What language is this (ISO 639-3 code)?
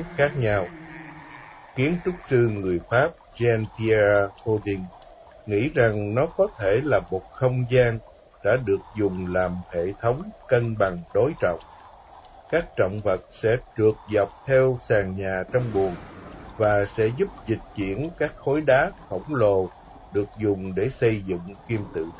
vie